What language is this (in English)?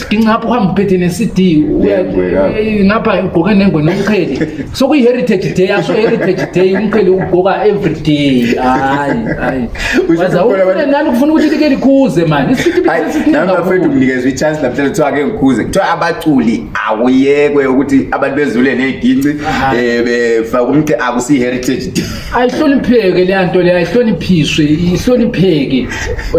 Zulu